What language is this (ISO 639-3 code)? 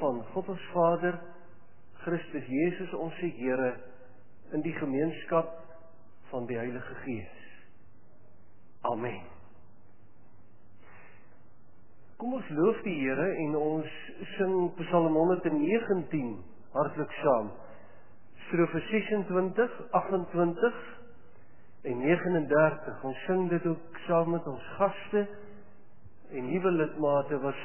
afr